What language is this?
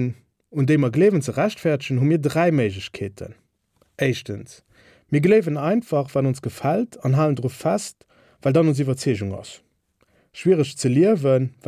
Luxembourgish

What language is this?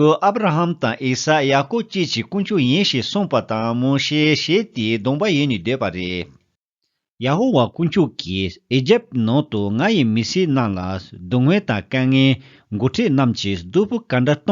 Tibetan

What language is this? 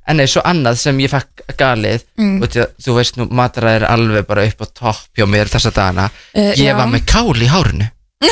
Icelandic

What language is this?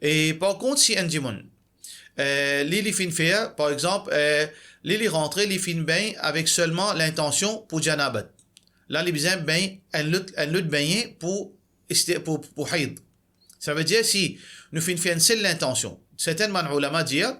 Morisyen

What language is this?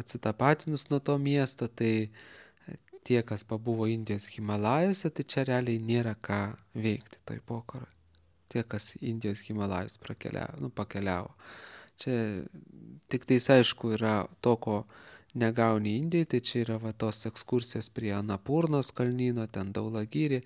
Lithuanian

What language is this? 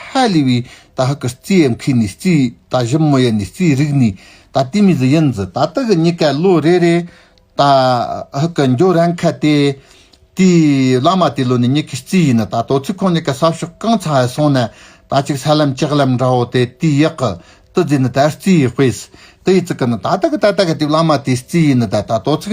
Tibetan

